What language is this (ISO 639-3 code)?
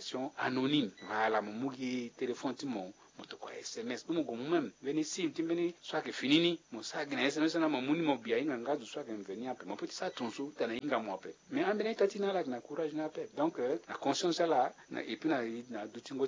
sag